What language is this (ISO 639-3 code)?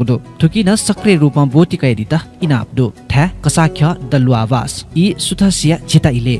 new